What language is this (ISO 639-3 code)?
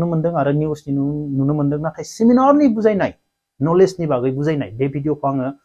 brx